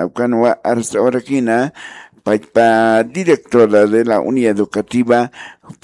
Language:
Aymara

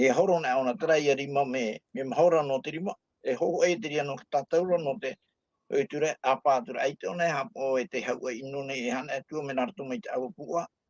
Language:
Tahitian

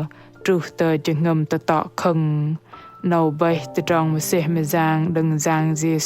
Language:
Bahnar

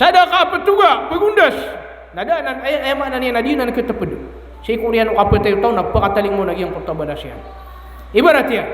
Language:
Maranao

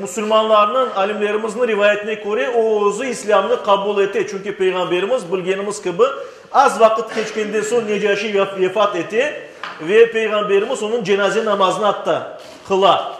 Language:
Crimean Tatar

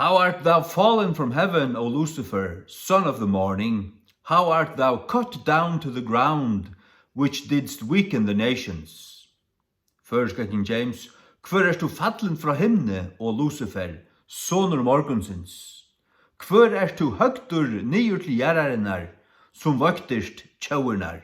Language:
Faroese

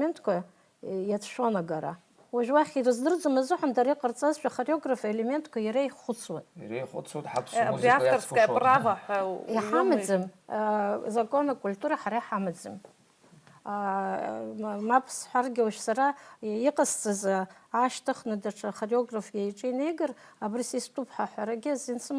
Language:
Abkhazian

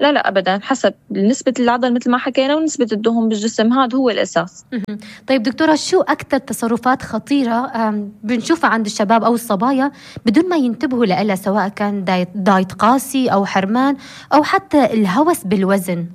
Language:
North Levantine Arabic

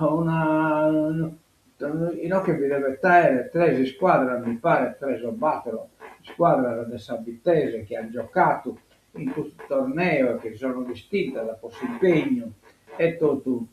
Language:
Sardinian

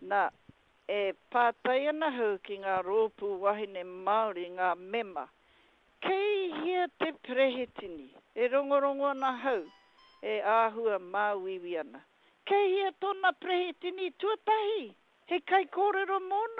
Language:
Māori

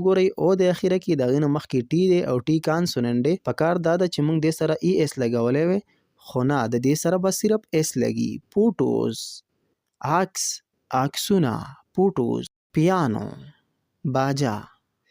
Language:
Pashto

